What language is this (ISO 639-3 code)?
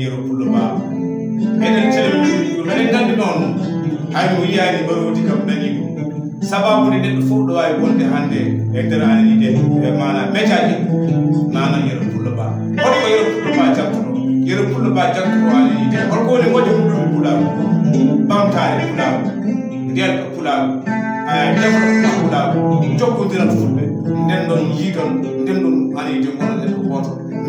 ful